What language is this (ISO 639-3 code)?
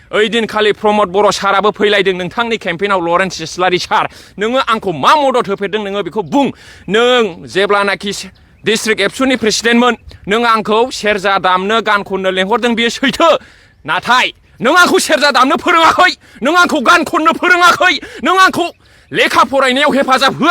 brx